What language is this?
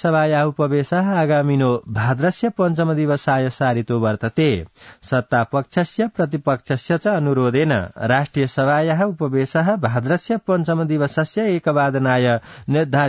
Sanskrit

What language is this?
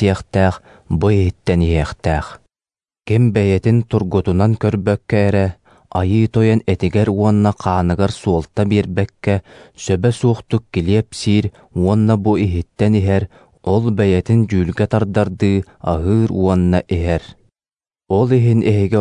Yakut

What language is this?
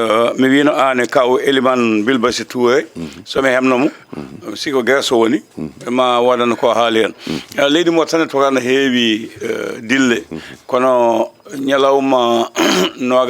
Fula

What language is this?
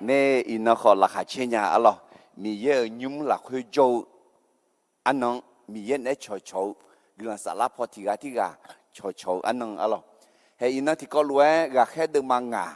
Akha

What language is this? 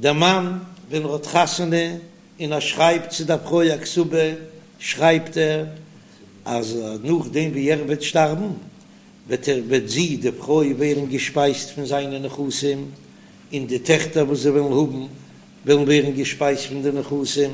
Yiddish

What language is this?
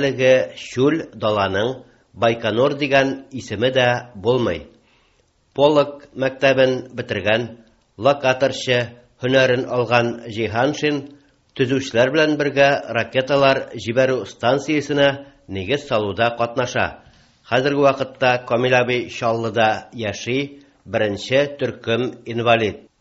Tatar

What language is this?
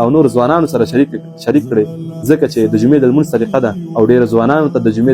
Pashto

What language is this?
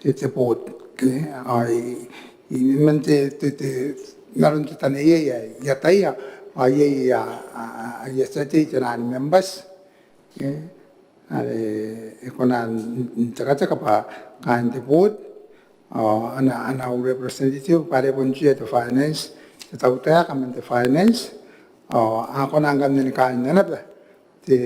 Gilbertese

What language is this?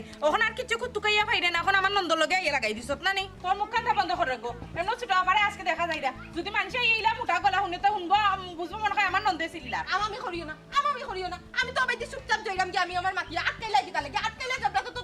Sylheti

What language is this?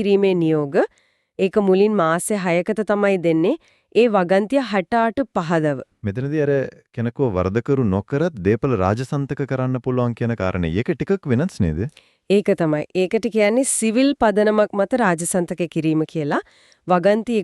Sinhala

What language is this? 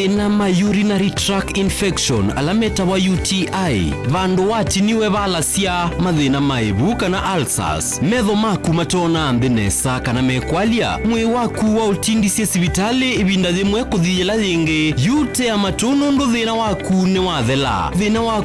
Kamba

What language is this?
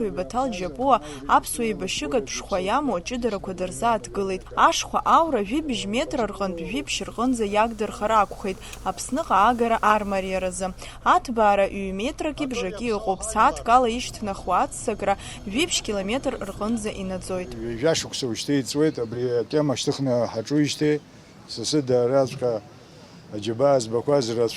Abkhazian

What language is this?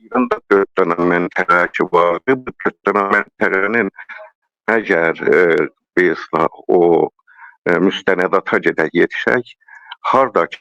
South Azerbaijani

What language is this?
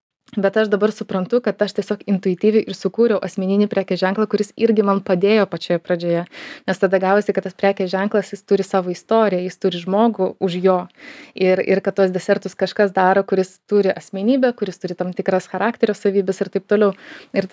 Lithuanian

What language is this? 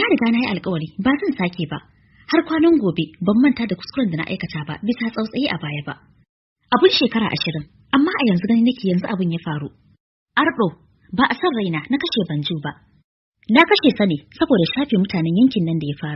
Hausa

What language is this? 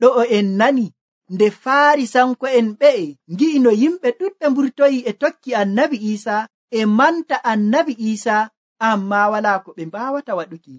Nigerian Fulfulde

